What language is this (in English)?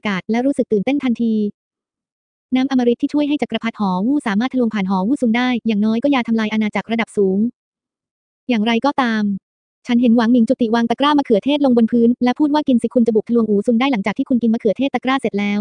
Thai